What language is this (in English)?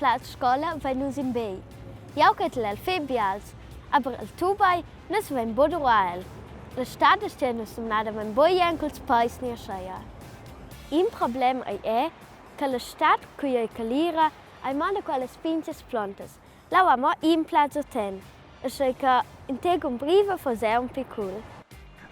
Romansh